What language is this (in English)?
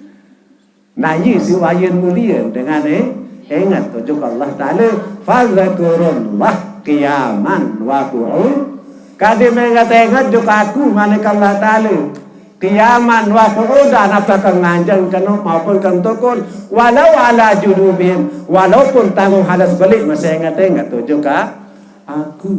Sasak